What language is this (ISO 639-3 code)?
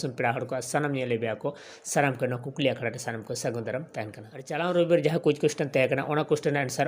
sat